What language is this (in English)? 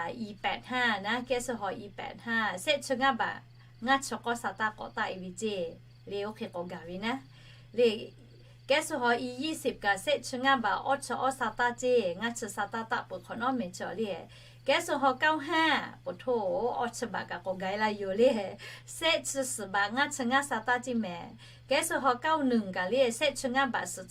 Lahu